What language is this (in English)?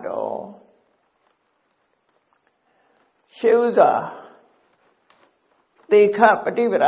Burmese